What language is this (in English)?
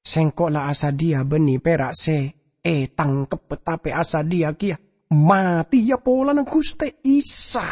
Madurese